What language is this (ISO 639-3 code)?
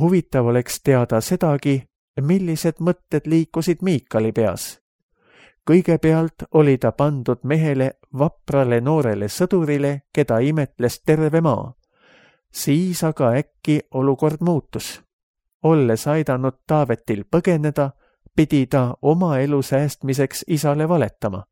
est